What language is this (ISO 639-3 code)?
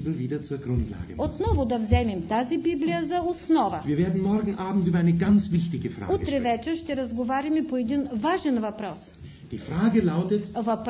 bul